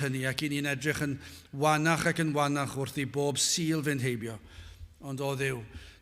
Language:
Welsh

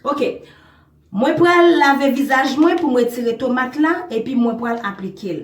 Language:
Haitian Creole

